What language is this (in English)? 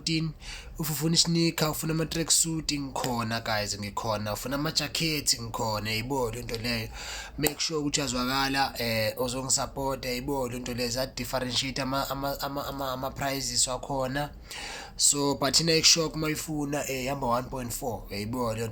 Zulu